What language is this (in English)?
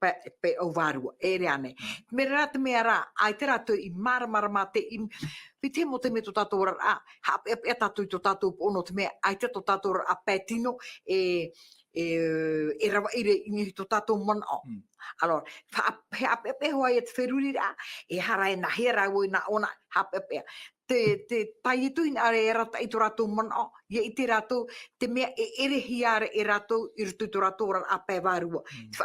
Tahitian